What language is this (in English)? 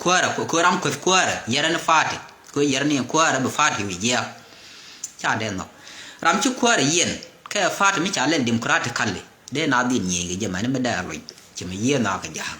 Nuer